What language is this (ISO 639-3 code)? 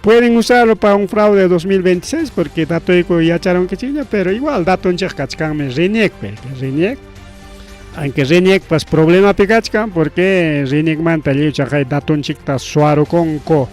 quy